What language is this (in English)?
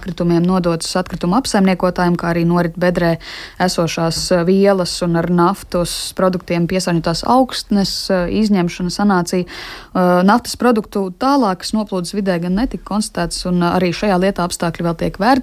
Latvian